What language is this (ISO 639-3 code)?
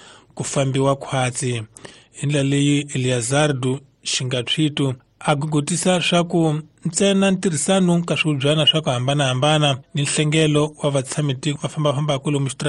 tso